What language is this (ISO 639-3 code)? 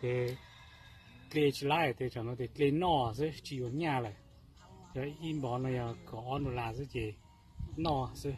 hmn